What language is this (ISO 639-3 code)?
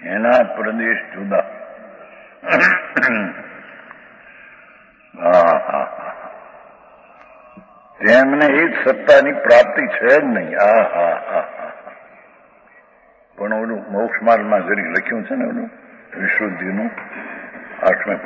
guj